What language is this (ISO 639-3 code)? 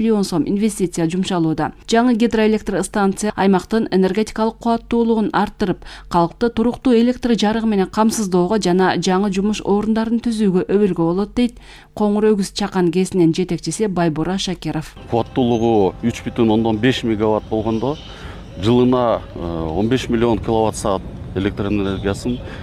kir